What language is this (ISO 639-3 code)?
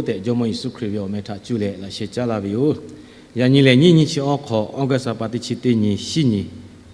lhu